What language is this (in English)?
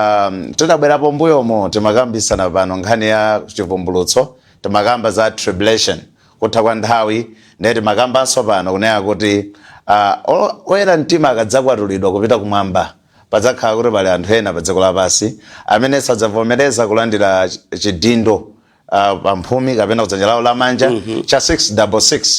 Nyanja